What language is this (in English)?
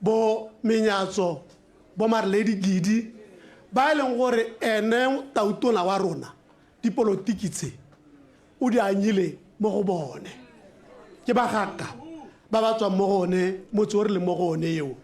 Tswana